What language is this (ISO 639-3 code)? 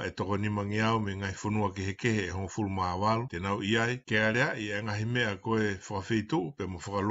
ton